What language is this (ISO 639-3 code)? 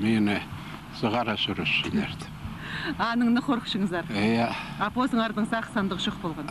kjh